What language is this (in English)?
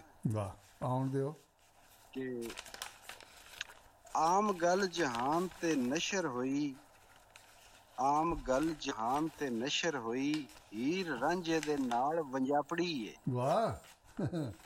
Punjabi